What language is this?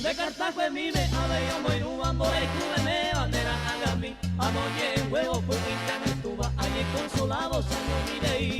Guarani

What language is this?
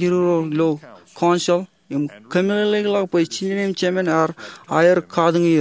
Marshallese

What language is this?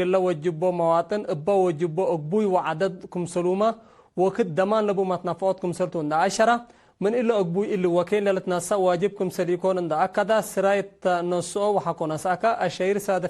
Tigre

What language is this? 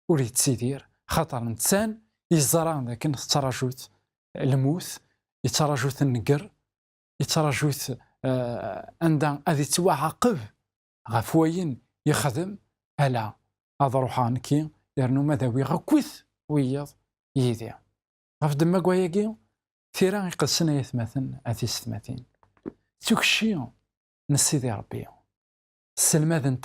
Kabyle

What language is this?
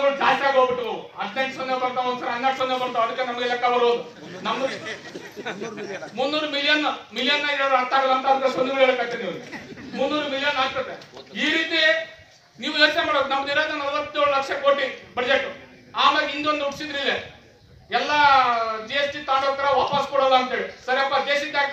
Kannada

